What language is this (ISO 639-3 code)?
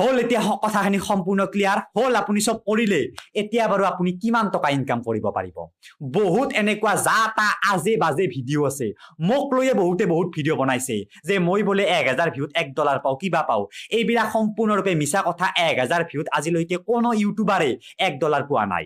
asm